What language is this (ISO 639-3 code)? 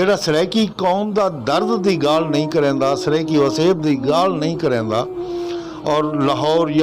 skr